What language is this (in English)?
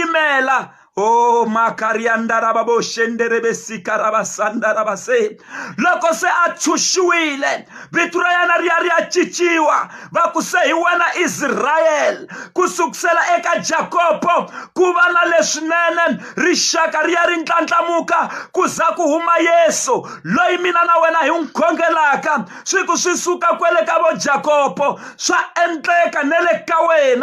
Tsonga